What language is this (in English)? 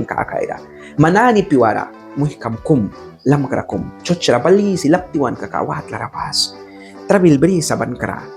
Mískito